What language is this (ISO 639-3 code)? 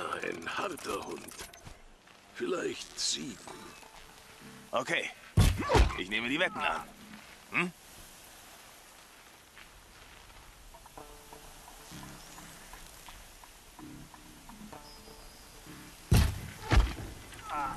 deu